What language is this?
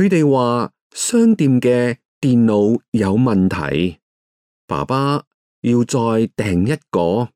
Cantonese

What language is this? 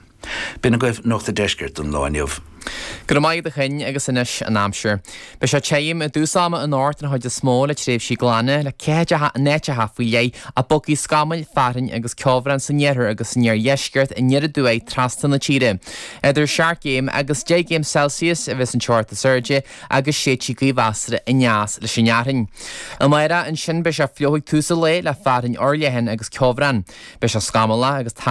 Irish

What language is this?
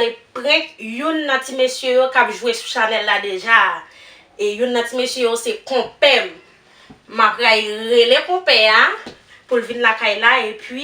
Haitian Creole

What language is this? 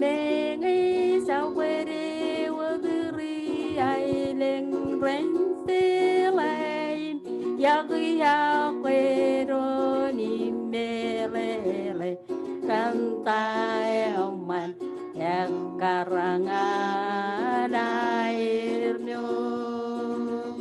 Marshallese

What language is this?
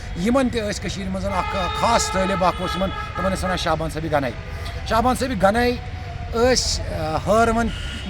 Kashmiri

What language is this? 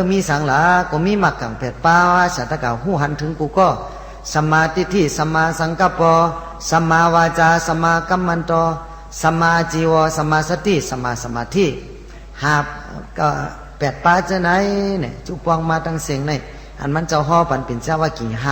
Shan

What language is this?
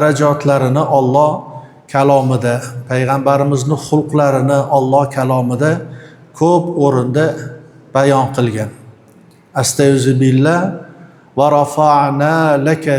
Uzbek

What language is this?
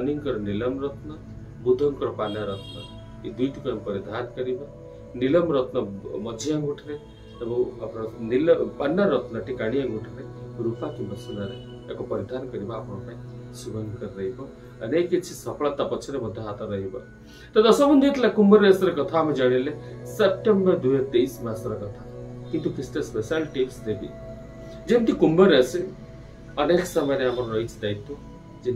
Odia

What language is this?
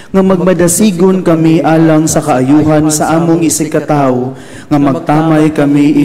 Cebuano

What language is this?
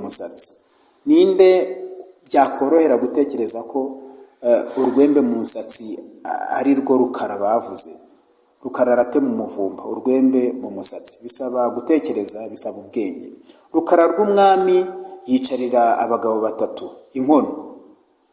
Kinyarwanda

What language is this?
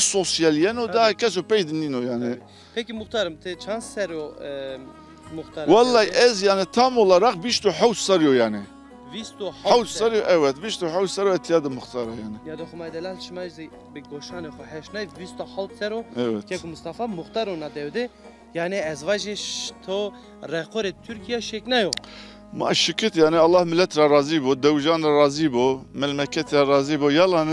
Zaza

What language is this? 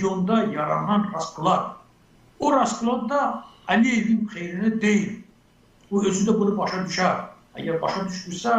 Azerbaijani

